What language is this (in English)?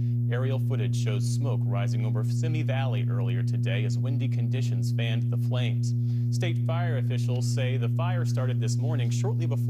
English